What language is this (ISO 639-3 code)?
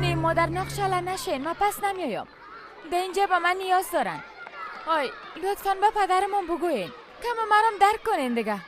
fas